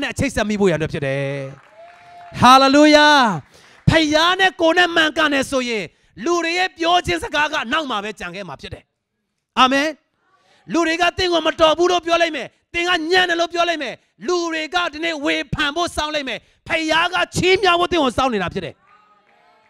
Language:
Burmese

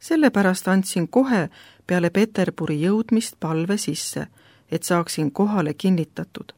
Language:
Estonian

